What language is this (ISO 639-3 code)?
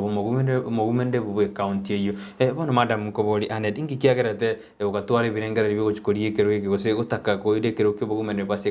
guz